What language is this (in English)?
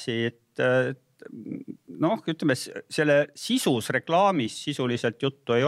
Estonian